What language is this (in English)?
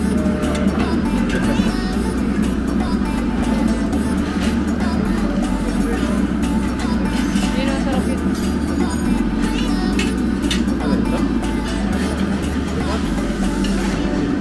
Filipino